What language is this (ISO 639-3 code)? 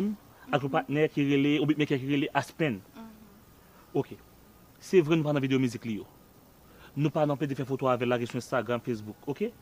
hat